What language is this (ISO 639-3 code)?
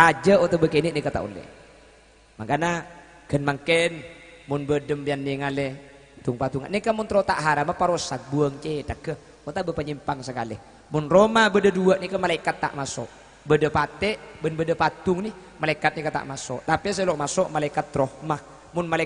mad